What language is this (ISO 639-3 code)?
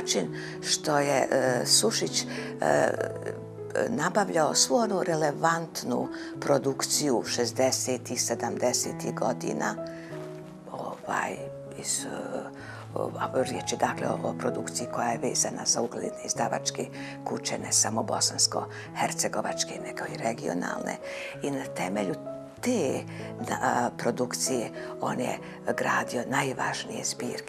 bos